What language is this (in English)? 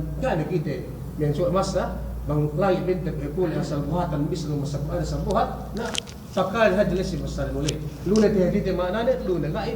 Yakan